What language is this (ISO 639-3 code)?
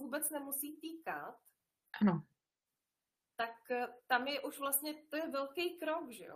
ces